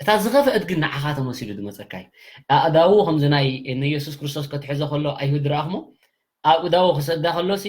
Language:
Tigrinya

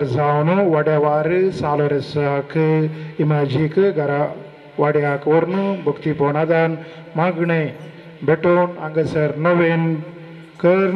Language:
Konkani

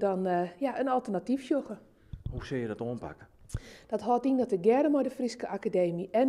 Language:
Western Frisian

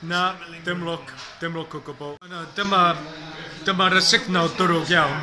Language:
Welsh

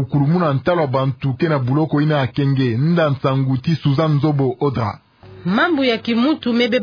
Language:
Kituba (Democratic Republic of Congo)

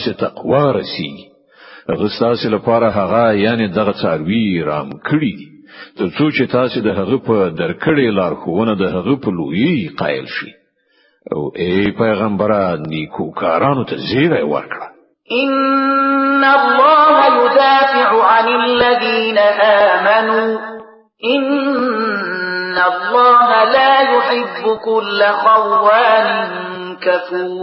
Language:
Pashto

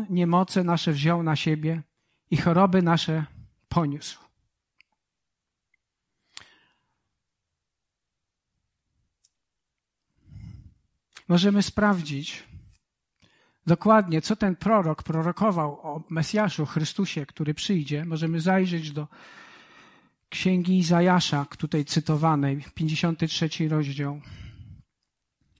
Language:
Polish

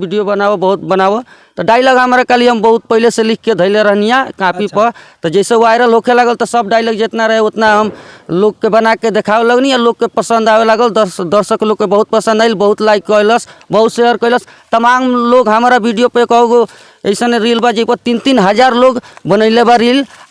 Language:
Bhojpuri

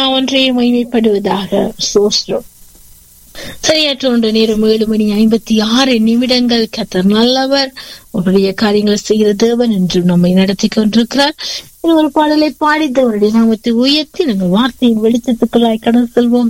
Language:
Tamil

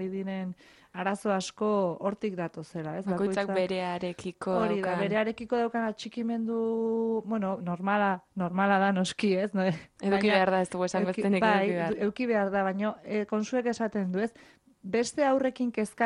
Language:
Basque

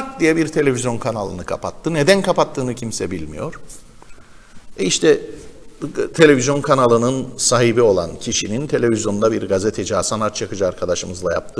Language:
Turkish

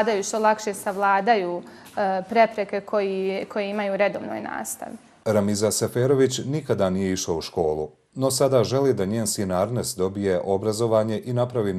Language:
Bosnian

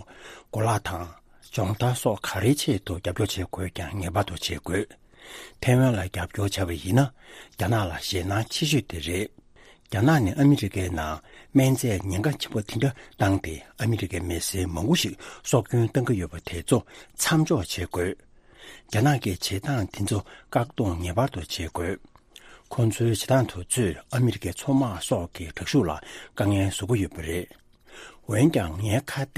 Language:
Tibetan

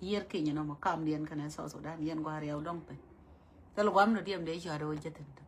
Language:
Nuer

